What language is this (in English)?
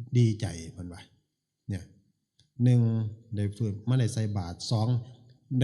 Northeastern Thai